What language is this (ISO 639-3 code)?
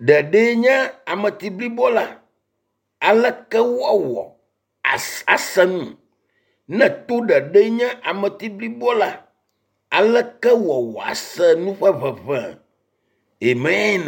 ewe